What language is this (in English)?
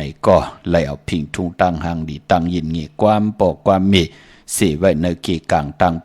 Shan